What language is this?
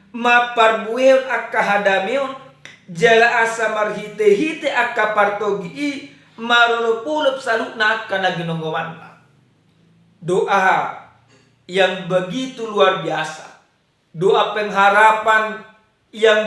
Batak Toba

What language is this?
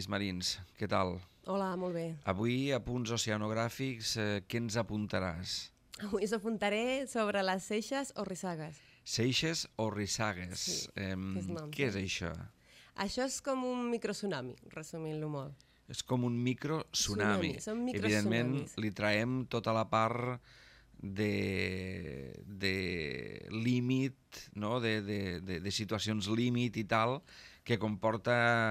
Catalan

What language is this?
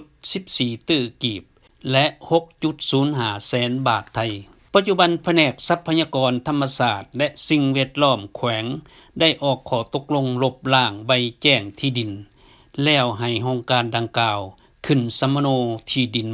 Lao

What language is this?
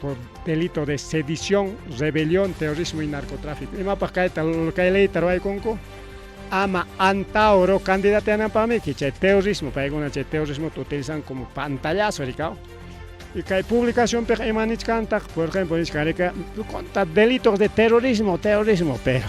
Ayacucho Quechua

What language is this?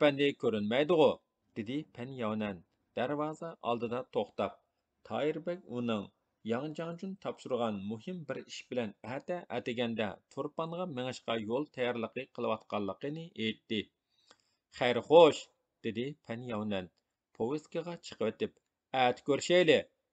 Uyghur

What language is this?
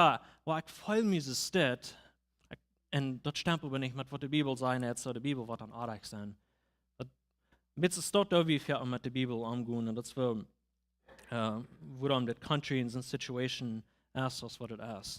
Plautdietsch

